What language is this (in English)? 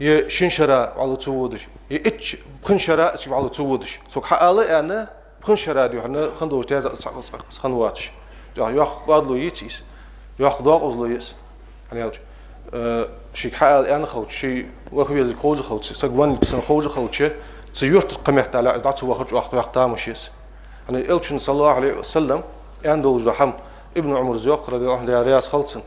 Ingush